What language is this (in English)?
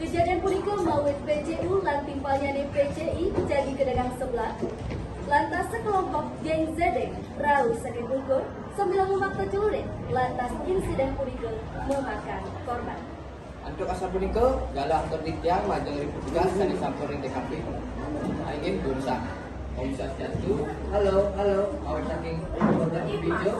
Balinese